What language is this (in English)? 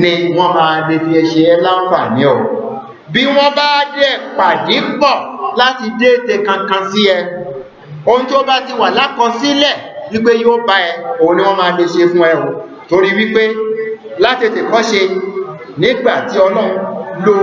Yoruba